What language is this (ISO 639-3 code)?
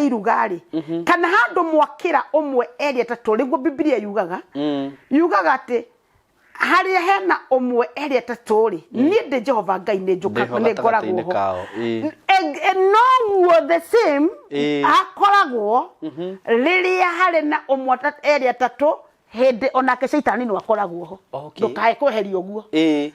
kik